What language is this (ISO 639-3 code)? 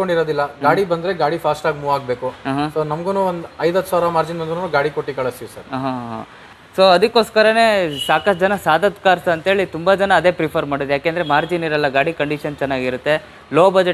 kan